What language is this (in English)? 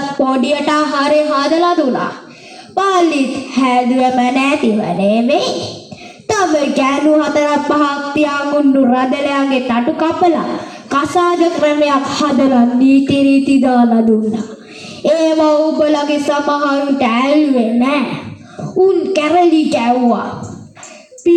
Sinhala